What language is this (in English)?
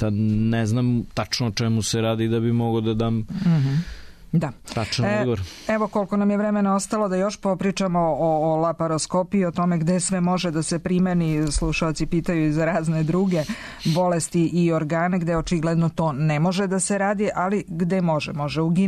Serbian